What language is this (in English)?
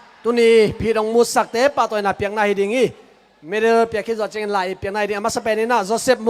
Tedim Chin